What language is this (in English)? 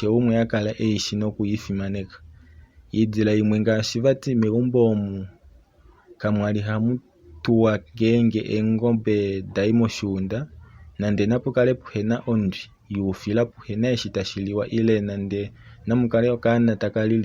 Kuanyama